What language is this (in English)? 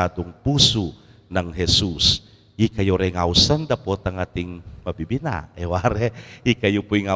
Pampanga